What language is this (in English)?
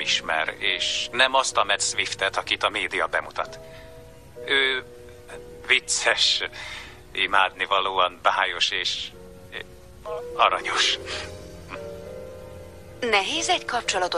Hungarian